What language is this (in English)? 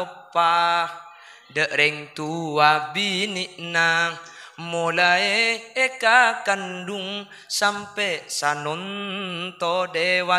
Madurese